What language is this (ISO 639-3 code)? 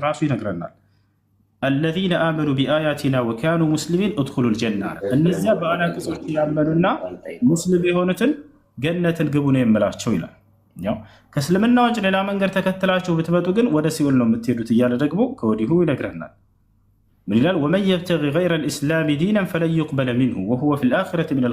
amh